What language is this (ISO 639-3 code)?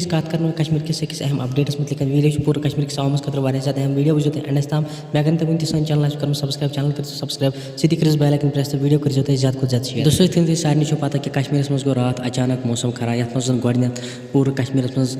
kas